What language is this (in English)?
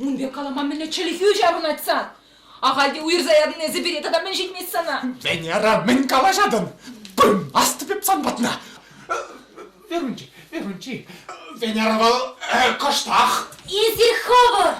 Chuvash